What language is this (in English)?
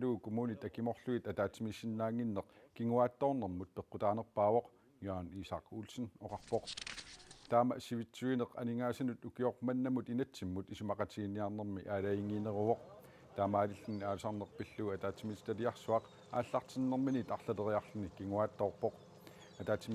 Kalaallisut